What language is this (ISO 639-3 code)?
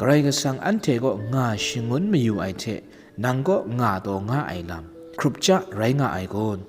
kac